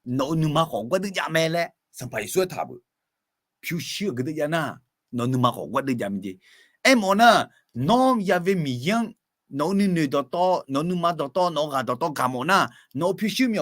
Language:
Akha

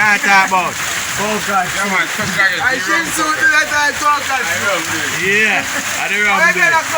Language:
Jamaican Creole English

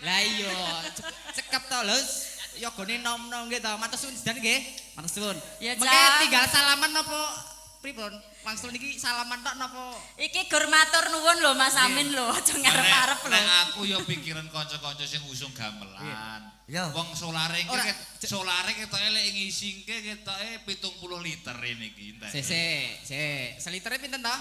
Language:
Javanese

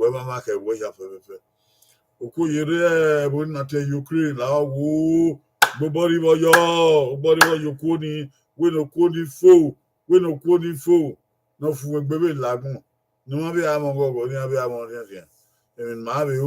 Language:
Bini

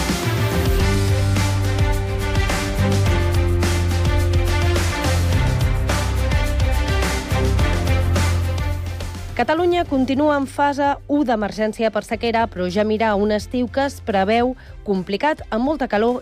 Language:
Catalan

